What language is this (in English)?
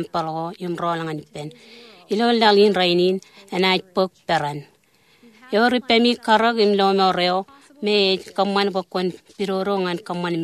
Marshallese